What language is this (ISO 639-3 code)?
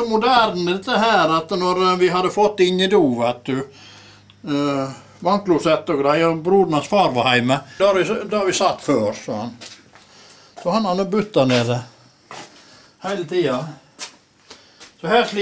nor